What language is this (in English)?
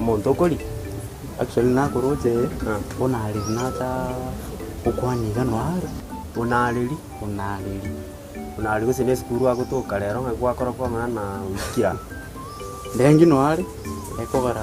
Gusii